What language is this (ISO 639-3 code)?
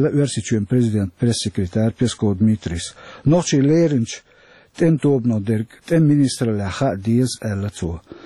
che